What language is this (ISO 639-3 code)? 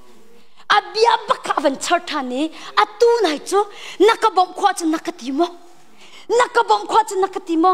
cnh